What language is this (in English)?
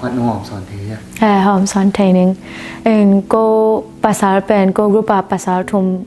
Tedim Chin